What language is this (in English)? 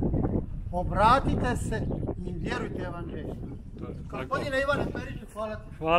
Croatian